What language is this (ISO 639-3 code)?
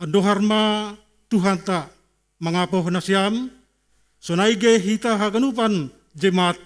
bts